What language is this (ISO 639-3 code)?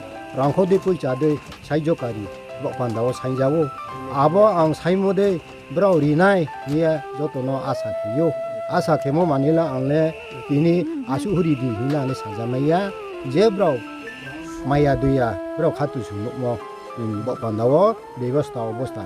ria